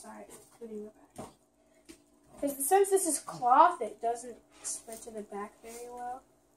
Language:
English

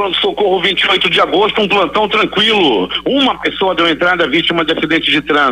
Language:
Portuguese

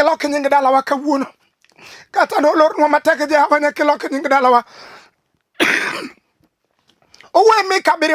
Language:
Luo (Kenya and Tanzania)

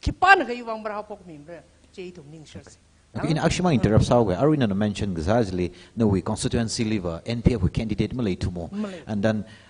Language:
Tangkhul Naga (India)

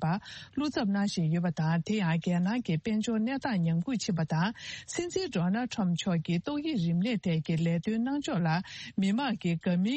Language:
Tibetan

